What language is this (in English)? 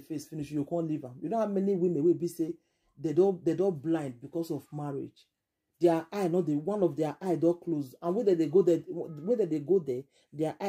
Nigerian Pidgin